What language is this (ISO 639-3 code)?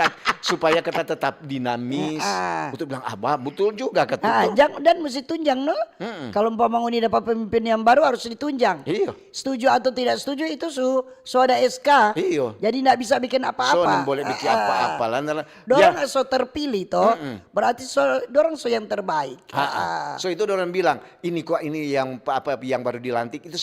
xmm